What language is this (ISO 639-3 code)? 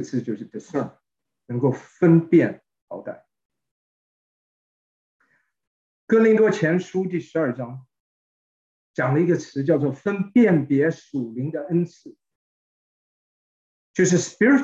zho